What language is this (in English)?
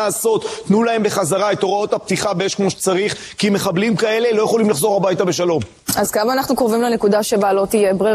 Hebrew